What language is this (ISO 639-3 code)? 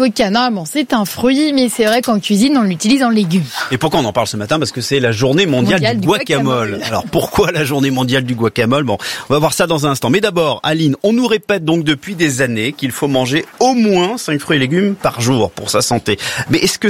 fra